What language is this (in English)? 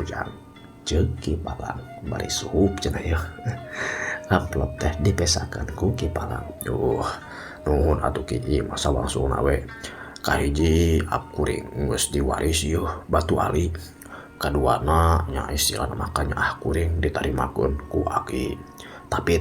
Sundanese